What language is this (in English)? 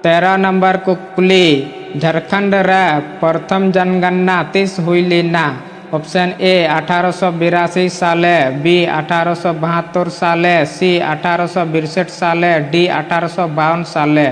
Santali